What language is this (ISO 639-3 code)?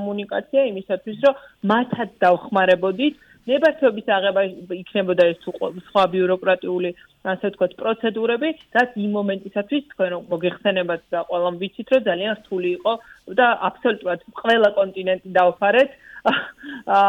kat